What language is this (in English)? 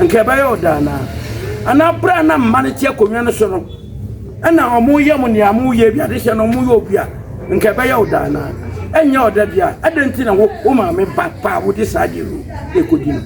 Akan